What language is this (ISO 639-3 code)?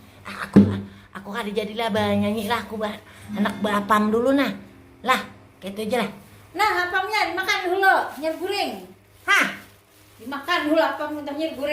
bjn